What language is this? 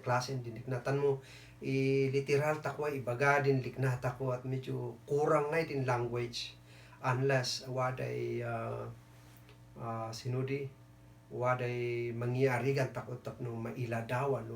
Kankanaey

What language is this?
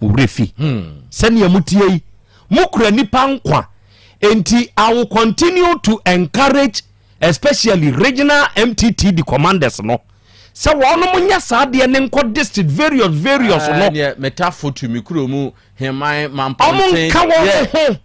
Akan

